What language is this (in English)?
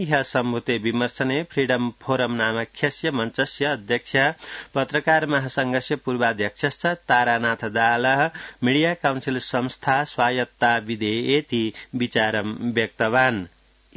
Sanskrit